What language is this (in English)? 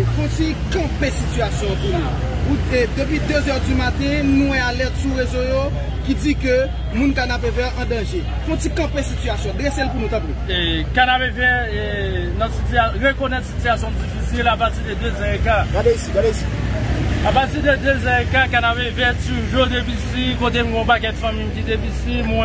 Haitian Creole